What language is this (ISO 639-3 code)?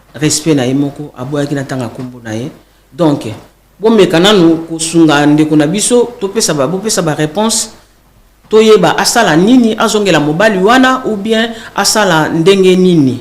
lin